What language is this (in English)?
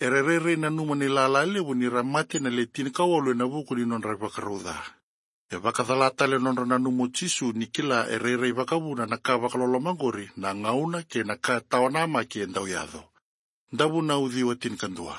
Fijian